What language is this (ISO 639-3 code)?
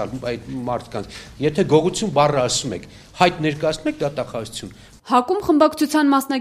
hye